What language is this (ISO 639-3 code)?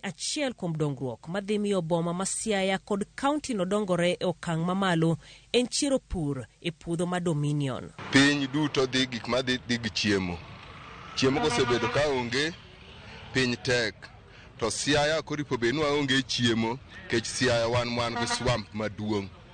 luo